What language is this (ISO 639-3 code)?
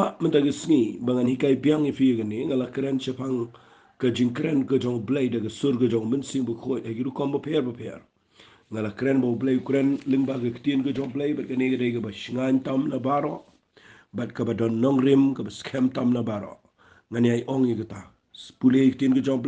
kha